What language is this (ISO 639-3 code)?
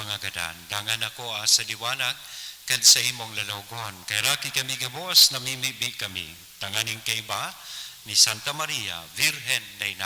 bik